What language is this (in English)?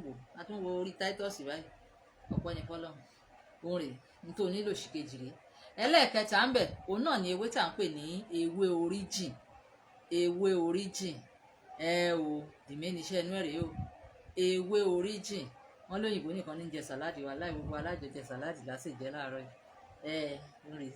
Yoruba